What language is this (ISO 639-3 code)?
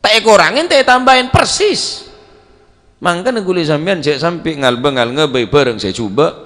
mad